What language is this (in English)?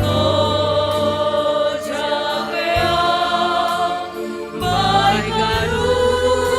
Batak Simalungun